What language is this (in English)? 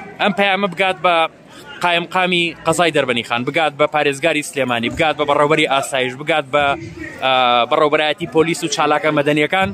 Central Kurdish